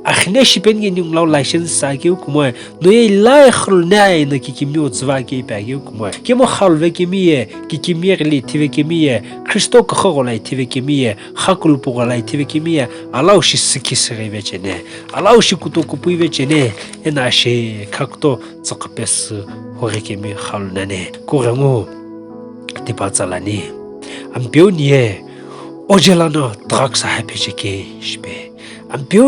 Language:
Sumi Naga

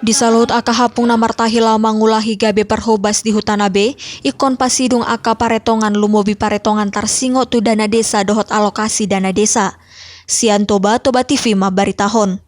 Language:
Batak Toba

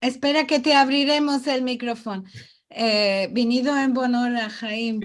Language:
Ladino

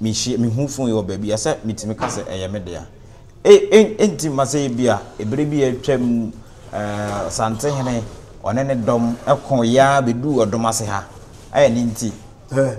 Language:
Akan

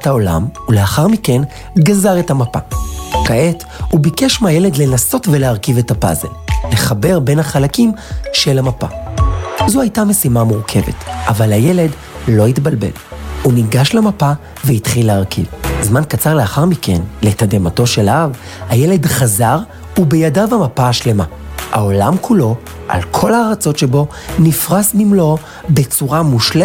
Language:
Hebrew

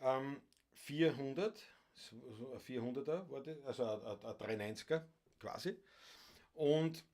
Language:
Bavarian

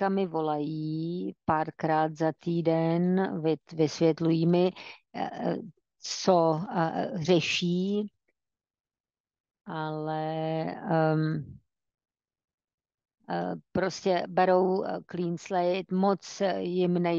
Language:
Czech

